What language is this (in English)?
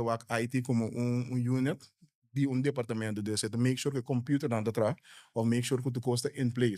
Papiamento